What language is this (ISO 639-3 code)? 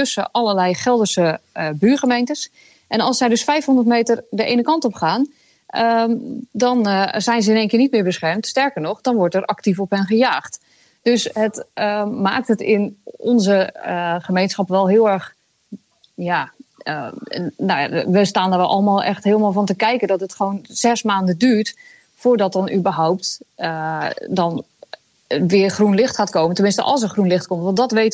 nld